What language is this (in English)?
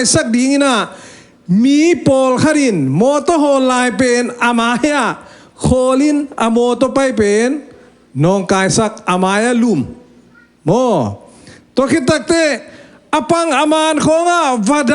Tedim Chin